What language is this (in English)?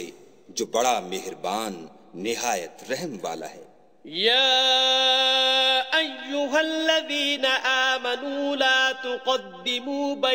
Urdu